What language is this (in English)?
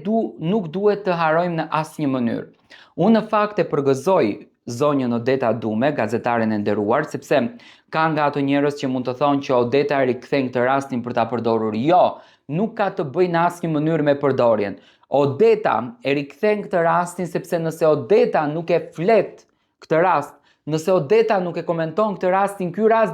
Albanian